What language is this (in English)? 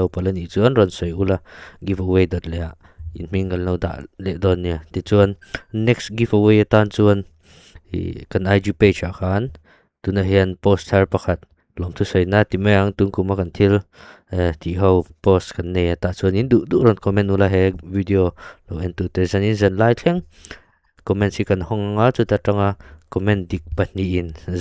Mizo